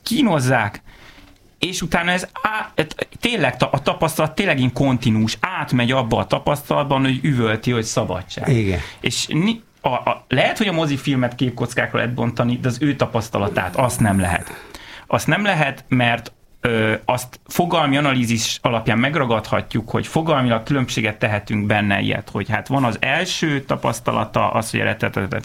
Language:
Hungarian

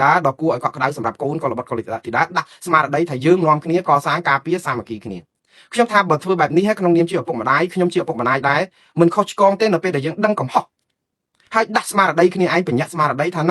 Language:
Khmer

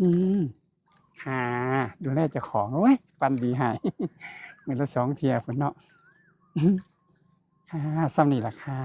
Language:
Northeastern Thai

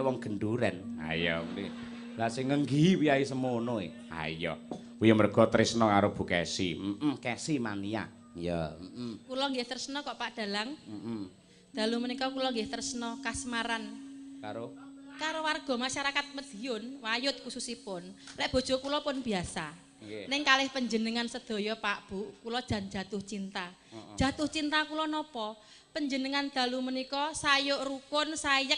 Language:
Javanese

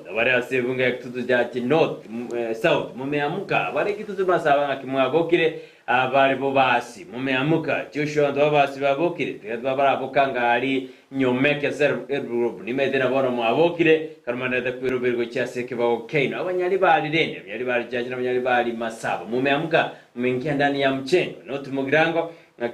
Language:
Gusii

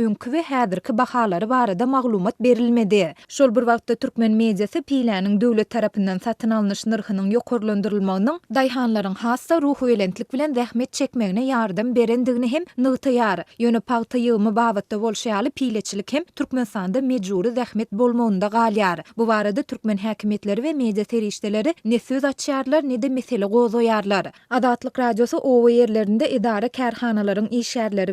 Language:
Turkmen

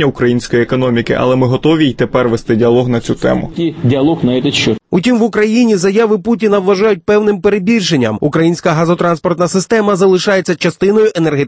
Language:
Ukrainian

